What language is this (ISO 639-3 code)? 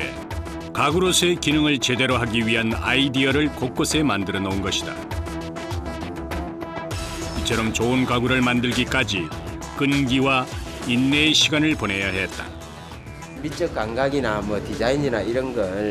kor